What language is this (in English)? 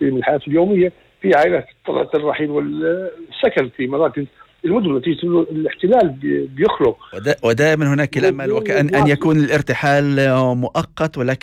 North Levantine Arabic